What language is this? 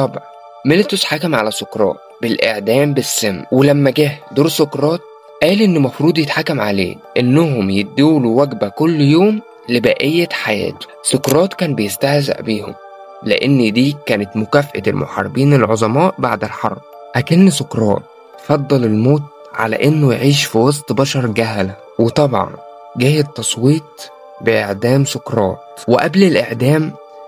Egyptian Arabic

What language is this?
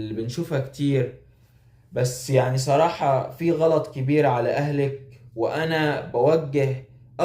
Egyptian Arabic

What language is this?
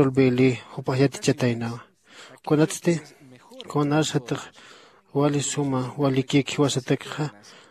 Aymara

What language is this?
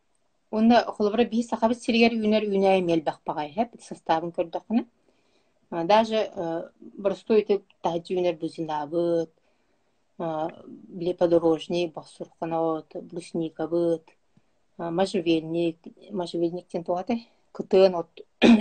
Yakut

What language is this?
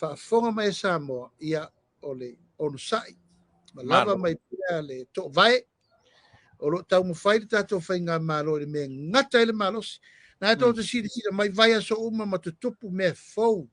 Samoan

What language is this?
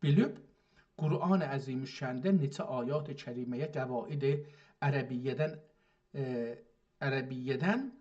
South Azerbaijani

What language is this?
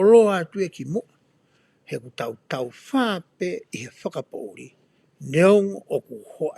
Tongan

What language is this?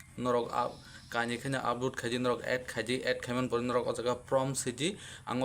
Kok Borok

